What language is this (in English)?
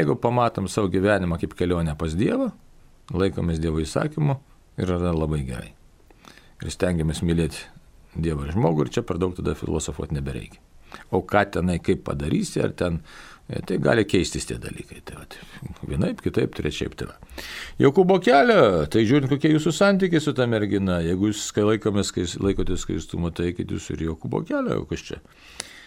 Lithuanian